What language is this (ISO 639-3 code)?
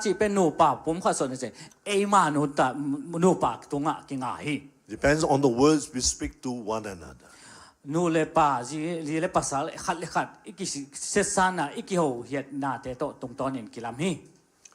ctd